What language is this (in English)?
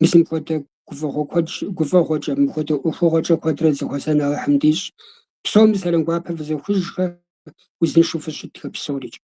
Kabardian